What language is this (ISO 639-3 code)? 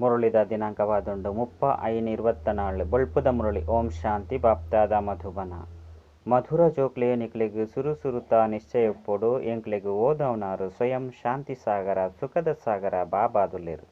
tcy